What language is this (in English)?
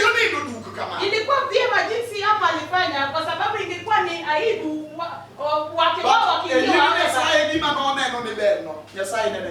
Luo (Kenya and Tanzania)